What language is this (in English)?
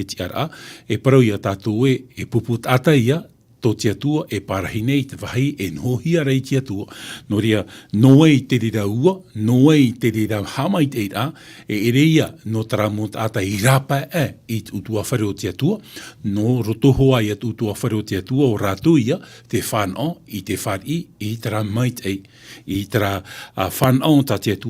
Tahitian